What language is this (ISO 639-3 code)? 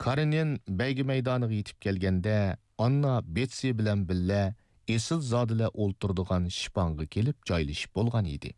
uig